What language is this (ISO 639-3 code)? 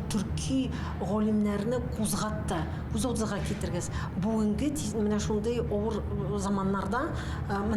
tat